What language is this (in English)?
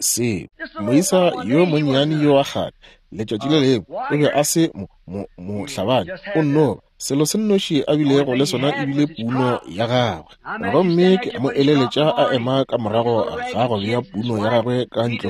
Northern Sotho